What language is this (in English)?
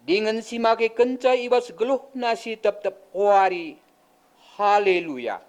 Batak Karo